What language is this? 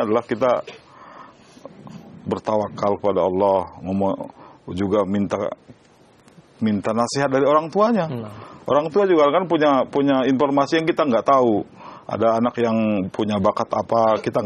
Indonesian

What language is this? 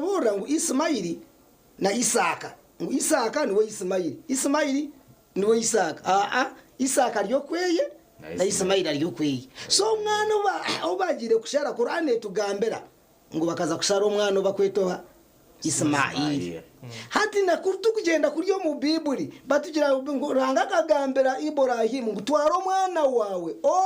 Nyankole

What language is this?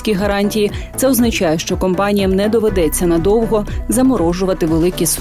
Ukrainian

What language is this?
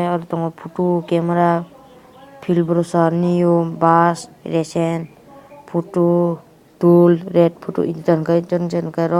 Kok Borok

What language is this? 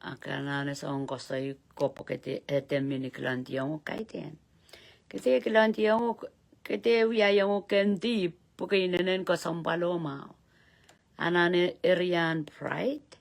Pohnpeian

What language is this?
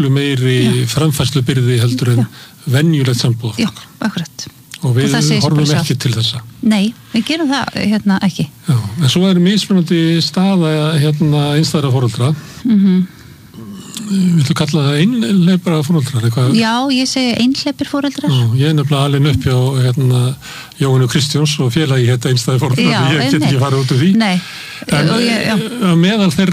Icelandic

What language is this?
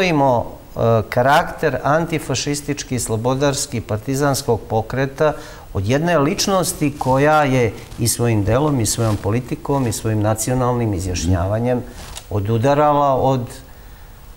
Serbian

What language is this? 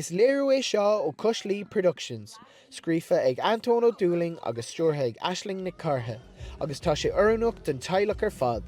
Irish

